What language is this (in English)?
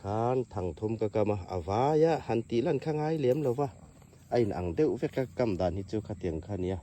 Hmar